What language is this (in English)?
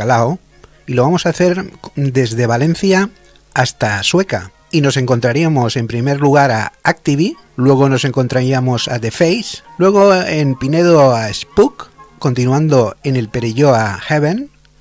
Spanish